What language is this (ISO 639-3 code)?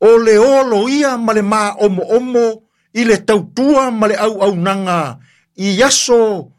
smo